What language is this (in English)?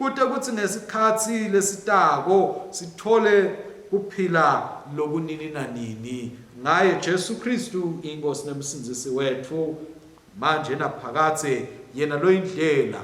Swati